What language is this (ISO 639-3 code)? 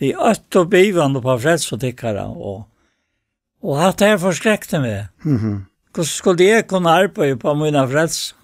fao